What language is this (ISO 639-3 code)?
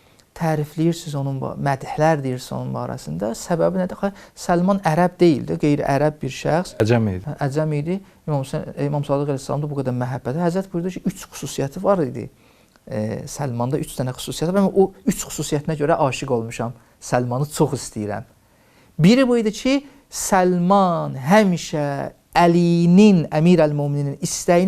aze